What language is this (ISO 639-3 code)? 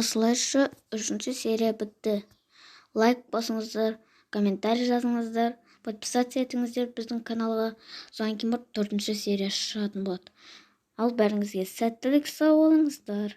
kaz